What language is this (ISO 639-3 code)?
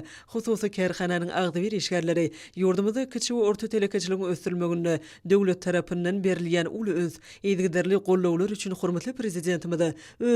tuk